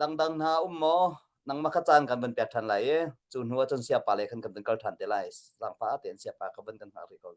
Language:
Hakha Chin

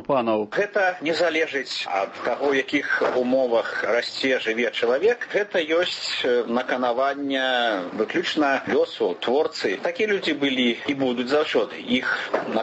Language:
Belarusian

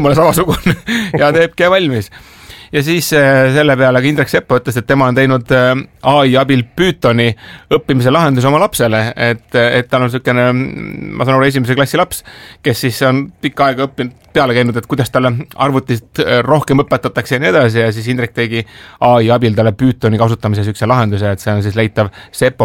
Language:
Estonian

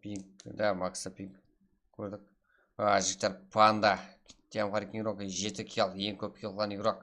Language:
Kara-Kalpak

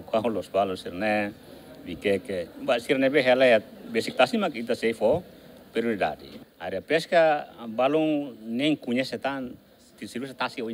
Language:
Tetum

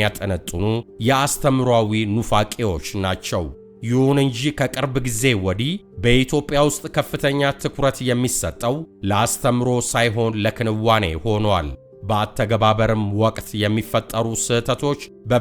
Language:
Amharic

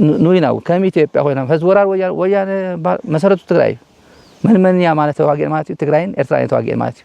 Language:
Tigrinya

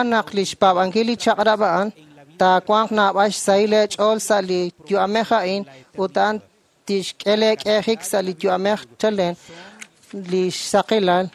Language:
Kekchí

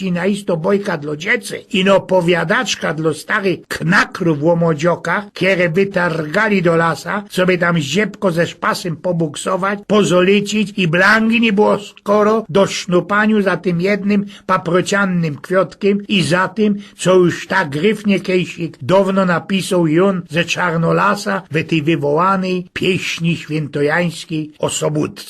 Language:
Silesian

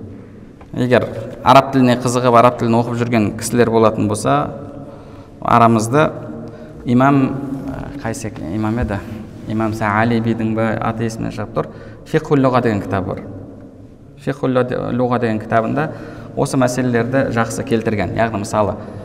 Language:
Kazakh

